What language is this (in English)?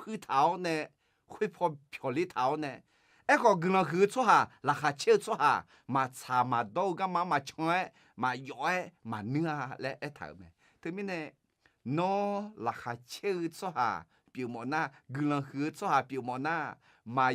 Akha